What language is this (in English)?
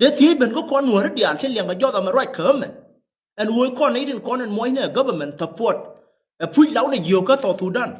Nuer